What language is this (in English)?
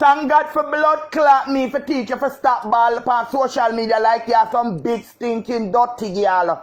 Jamaican Creole English